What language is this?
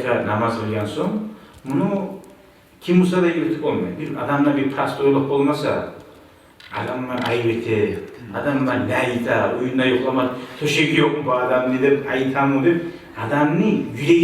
Kumyk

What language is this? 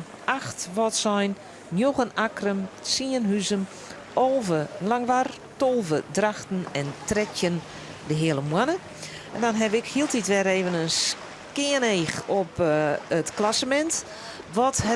Western Frisian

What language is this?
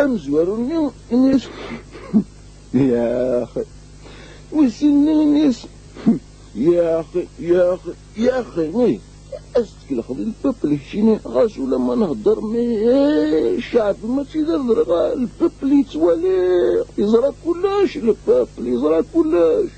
Kabyle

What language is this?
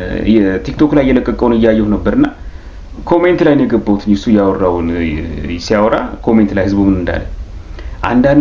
Amharic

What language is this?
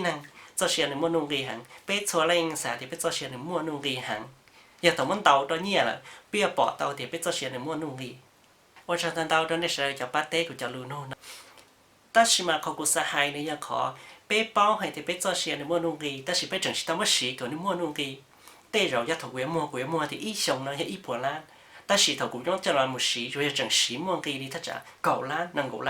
Hmong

